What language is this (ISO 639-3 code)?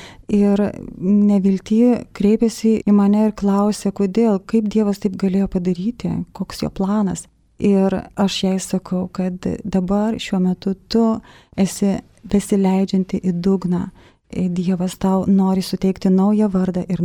lit